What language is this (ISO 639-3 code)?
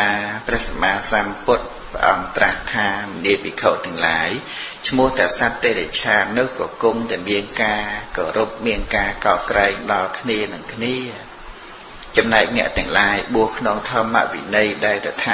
khm